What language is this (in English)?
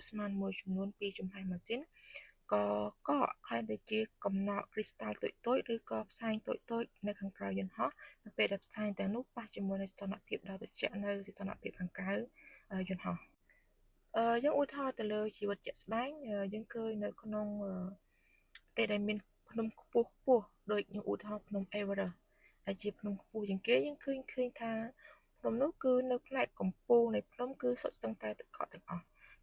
Khmer